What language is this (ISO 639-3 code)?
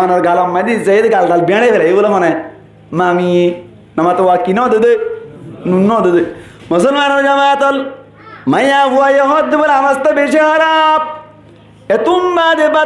rhg